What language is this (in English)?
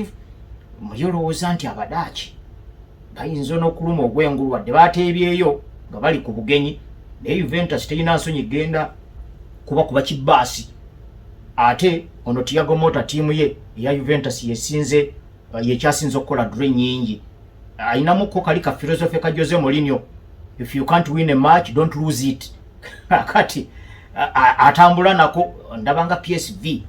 Ganda